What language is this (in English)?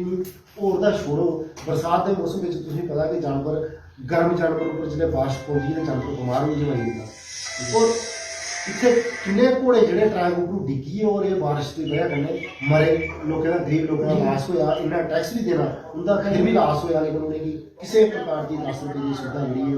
Dogri